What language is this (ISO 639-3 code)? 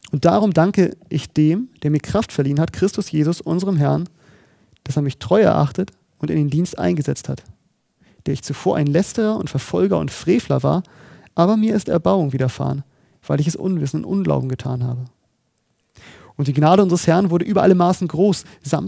deu